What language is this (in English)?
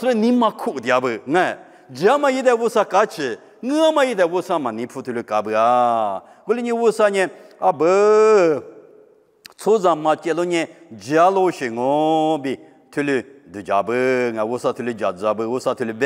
Lisu